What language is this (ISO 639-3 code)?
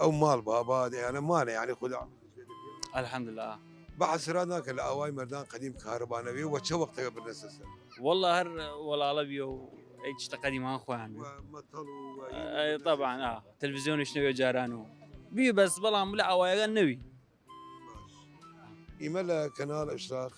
sdh